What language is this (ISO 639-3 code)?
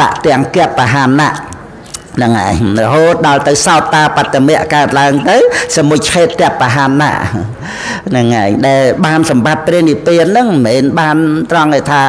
khm